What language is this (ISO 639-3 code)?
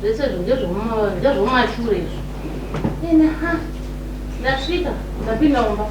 sna